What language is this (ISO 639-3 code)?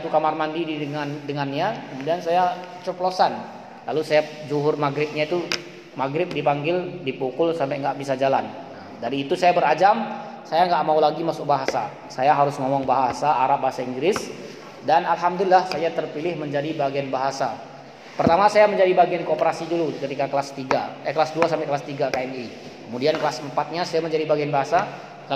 ind